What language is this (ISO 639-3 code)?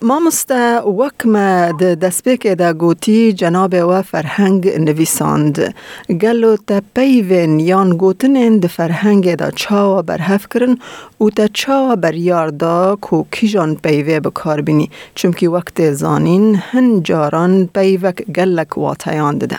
kur